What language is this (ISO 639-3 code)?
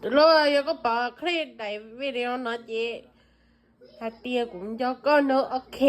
hmn